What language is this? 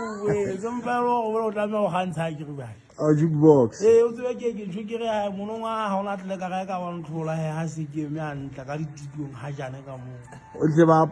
Southern Sotho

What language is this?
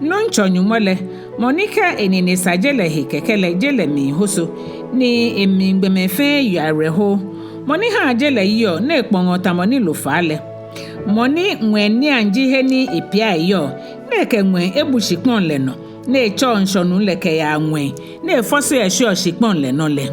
Ga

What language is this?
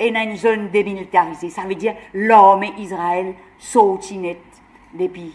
Morisyen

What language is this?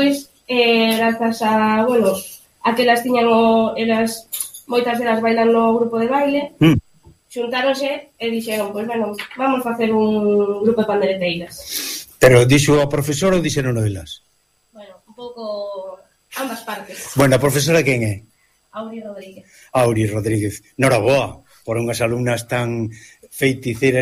Galician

